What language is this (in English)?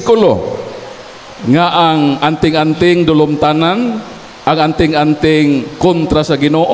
Cebuano